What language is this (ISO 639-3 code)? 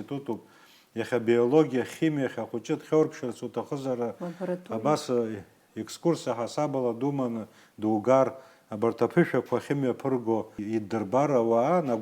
abk